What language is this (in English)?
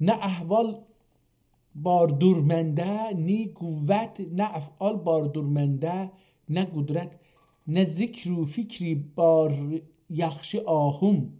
South Azerbaijani